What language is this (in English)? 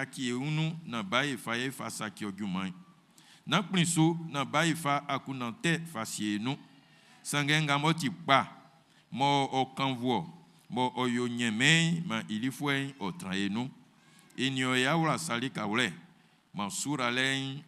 Baoulé